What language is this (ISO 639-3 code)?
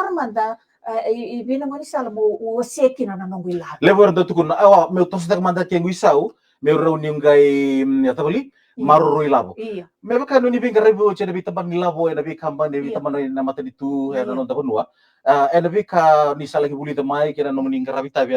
fij